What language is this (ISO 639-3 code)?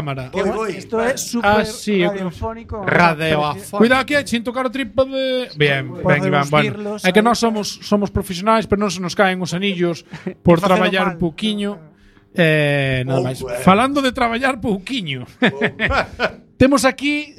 glg